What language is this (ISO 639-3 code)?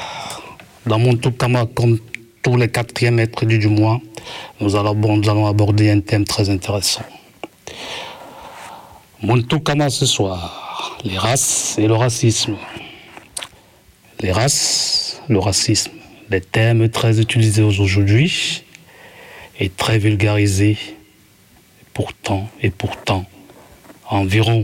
fra